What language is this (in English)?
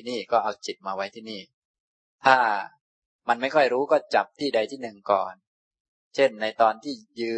Thai